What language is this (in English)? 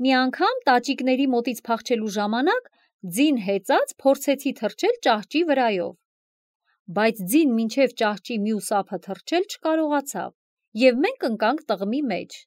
Armenian